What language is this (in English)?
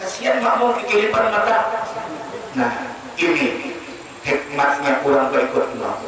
Banjar